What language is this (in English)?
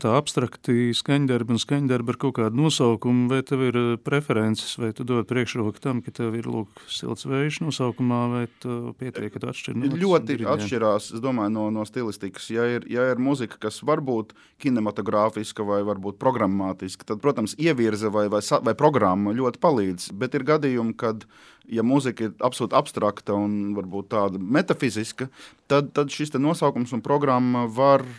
Latvian